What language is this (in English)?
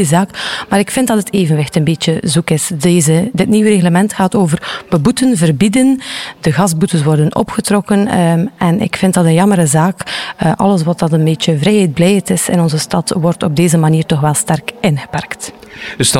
Dutch